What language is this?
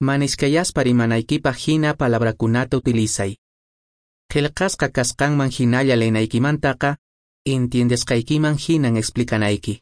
Quechua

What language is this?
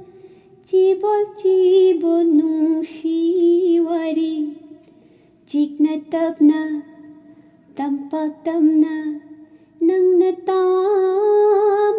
Manipuri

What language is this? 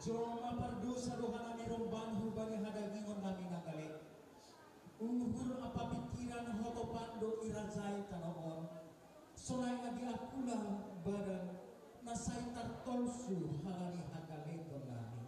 Batak Simalungun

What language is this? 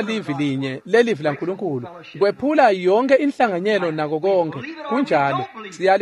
Swati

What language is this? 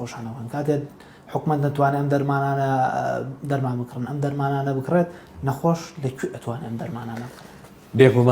Central Kurdish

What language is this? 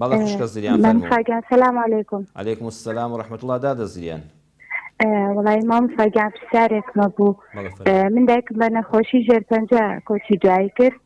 Central Kurdish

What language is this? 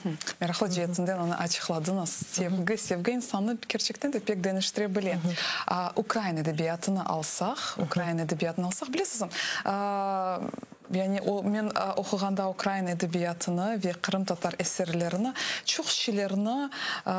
Crimean Tatar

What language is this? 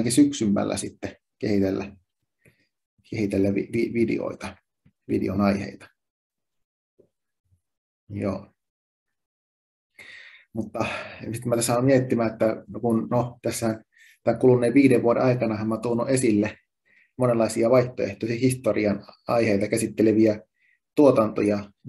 Finnish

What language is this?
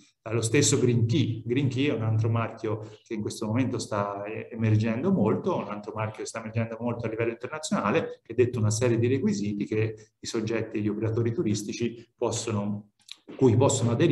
Italian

